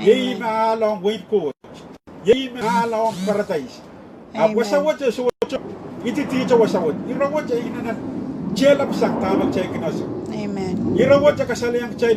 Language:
Pohnpeian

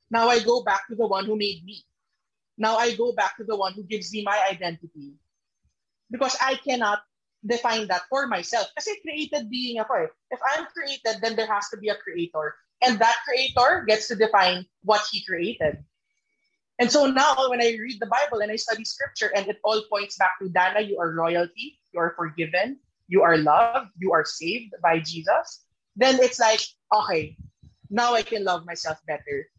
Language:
Filipino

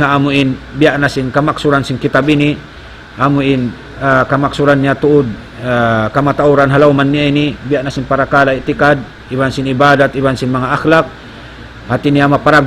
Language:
Tausug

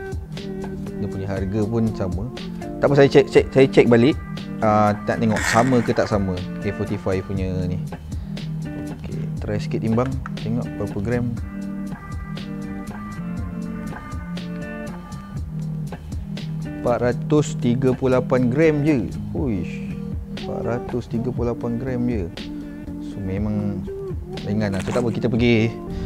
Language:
Malay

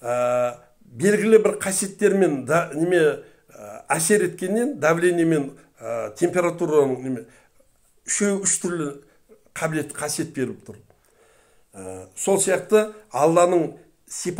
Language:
Kazakh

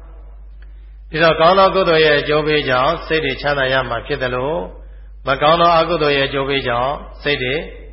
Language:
Burmese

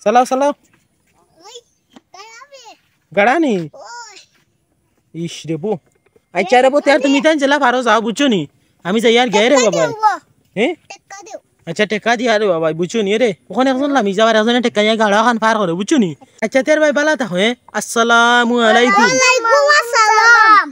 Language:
Sylheti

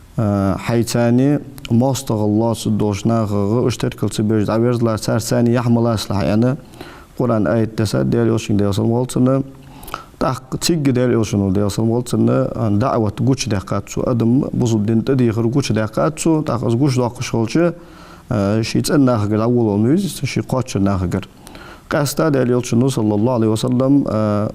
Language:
Ingush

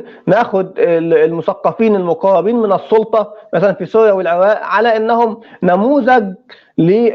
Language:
North Levantine Arabic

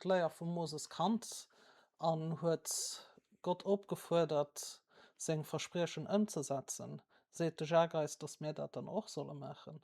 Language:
Luxembourgish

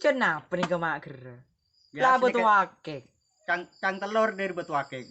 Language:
Madurese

